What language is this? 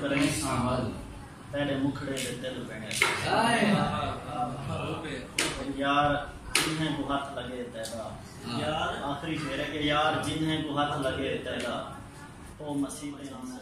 Saraiki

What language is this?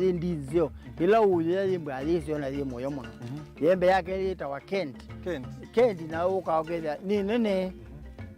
Kamba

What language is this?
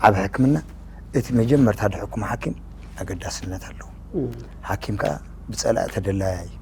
Tigrinya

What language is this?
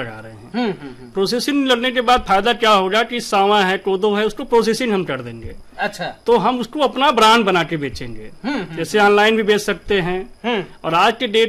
Hindi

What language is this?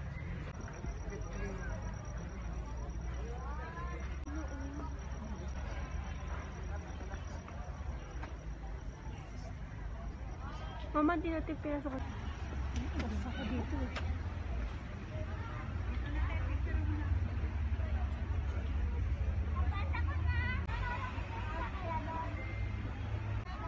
Filipino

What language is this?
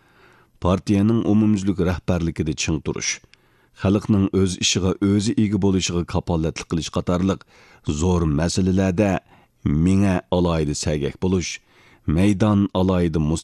Uyghur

